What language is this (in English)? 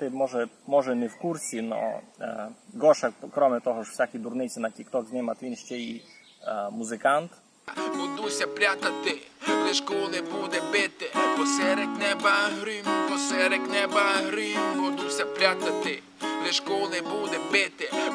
Rusyn